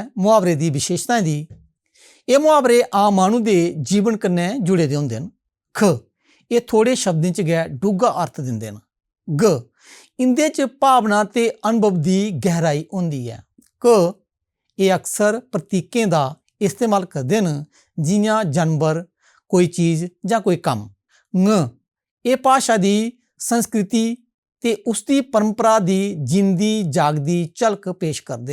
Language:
Dogri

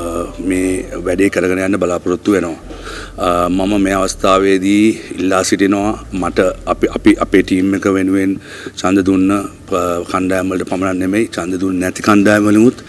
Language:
Sinhala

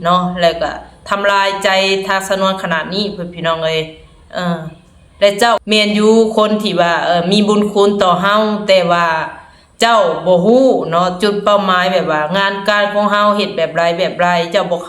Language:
Lao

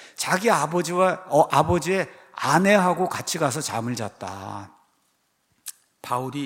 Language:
Korean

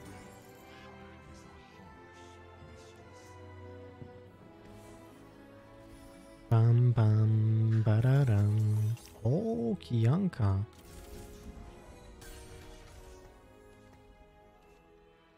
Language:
Polish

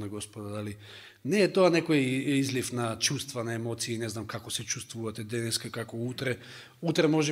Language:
Macedonian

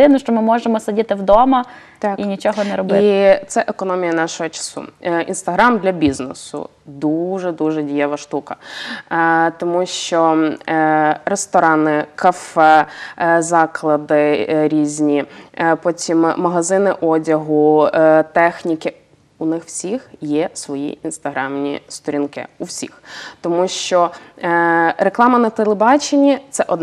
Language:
Ukrainian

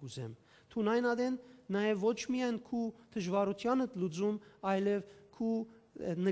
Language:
Western Armenian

